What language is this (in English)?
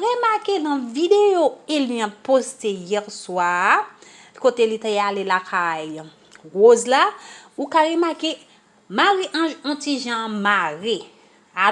Haitian Creole